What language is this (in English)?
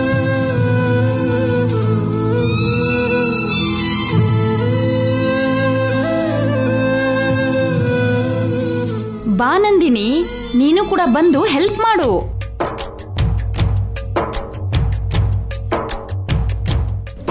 Kannada